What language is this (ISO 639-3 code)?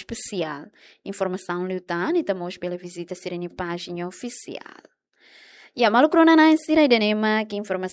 tet